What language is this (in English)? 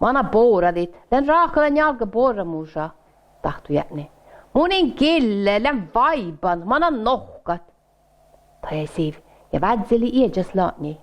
Northern Sami